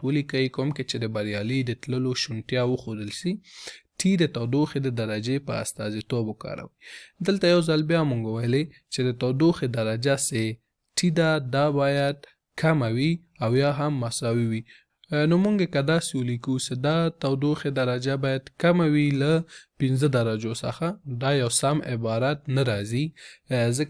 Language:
Pashto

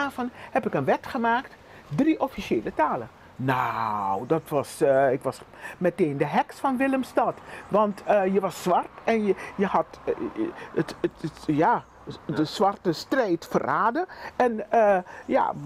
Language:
Dutch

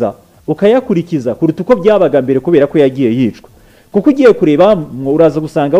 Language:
Kinyarwanda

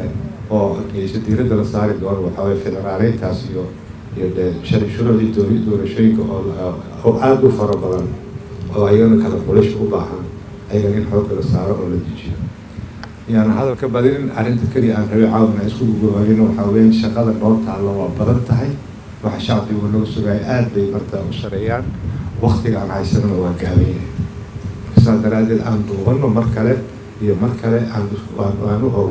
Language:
Somali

